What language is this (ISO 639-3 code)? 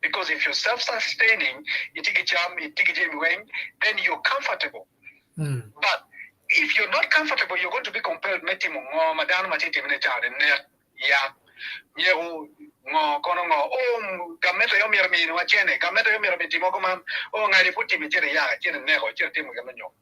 ach